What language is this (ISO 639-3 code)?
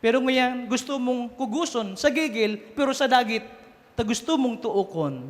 bik